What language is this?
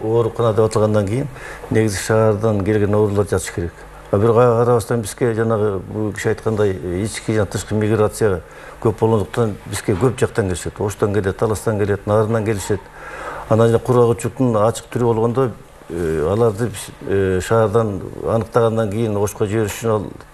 Kyrgyz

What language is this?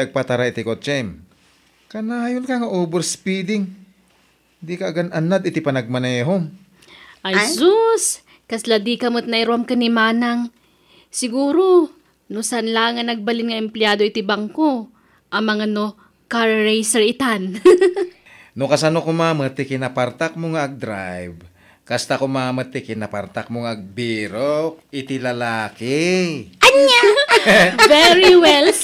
Iloko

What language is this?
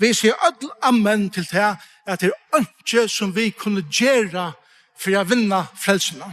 Faroese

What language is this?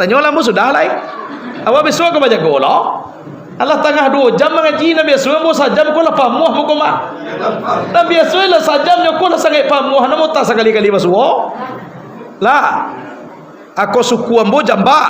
Minangkabau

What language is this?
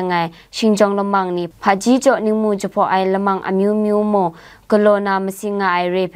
Kachin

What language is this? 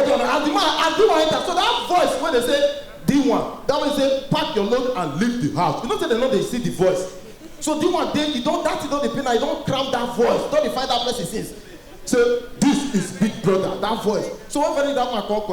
Nigerian Pidgin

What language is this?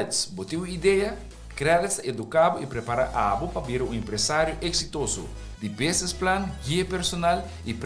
Papiamento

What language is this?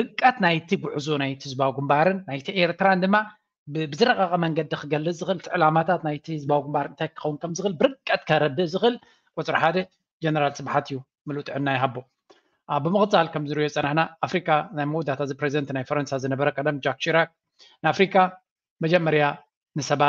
Tigrinya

